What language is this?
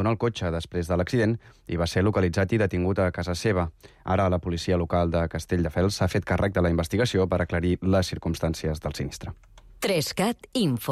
Catalan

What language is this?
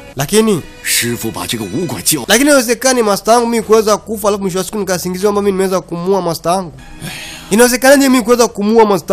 Swahili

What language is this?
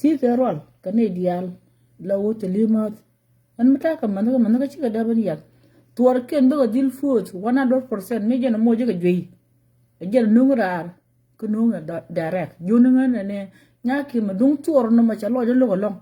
Nuer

